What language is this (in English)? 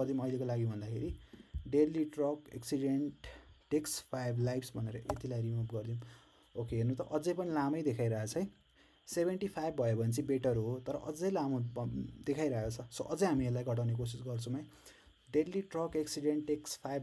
Nepali